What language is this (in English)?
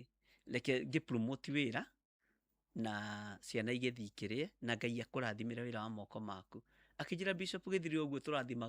Kikuyu